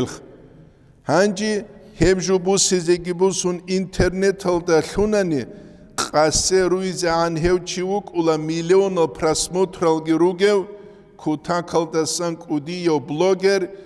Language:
Avaric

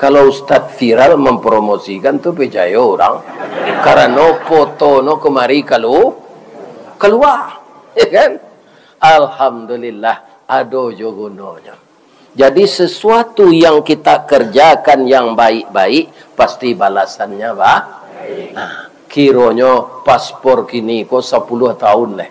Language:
Minangkabau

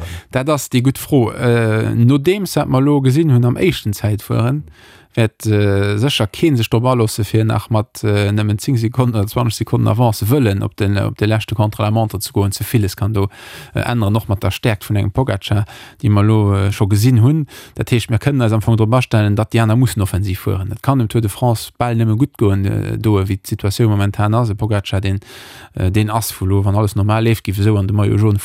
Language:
Luxembourgish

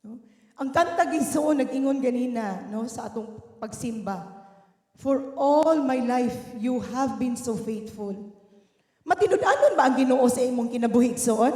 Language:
Cebuano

